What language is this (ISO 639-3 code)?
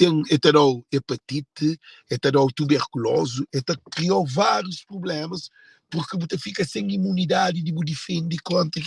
kea